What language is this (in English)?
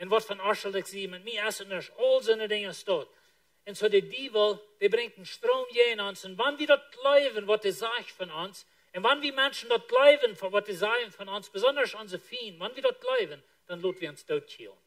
Plautdietsch